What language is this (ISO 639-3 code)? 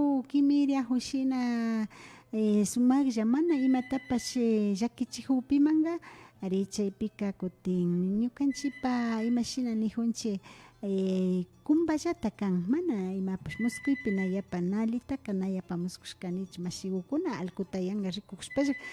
qvi